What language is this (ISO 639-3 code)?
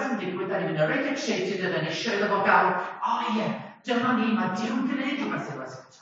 cym